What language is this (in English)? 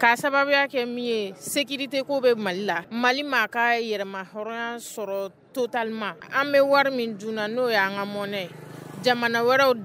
Bambara